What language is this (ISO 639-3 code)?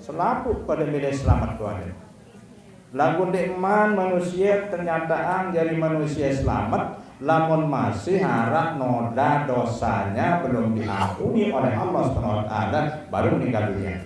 sas